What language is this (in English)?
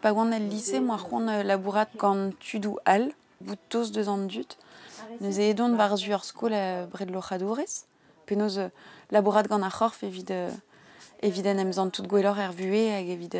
Breton